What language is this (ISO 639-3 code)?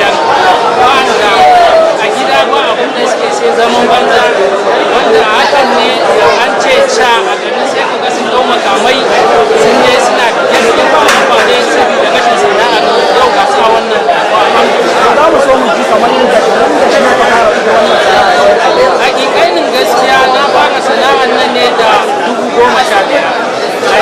hau